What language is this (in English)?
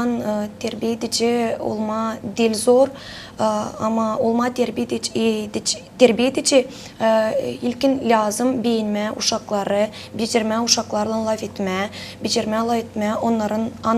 Gagauz